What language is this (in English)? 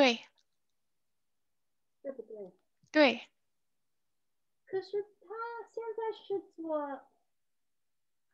Chinese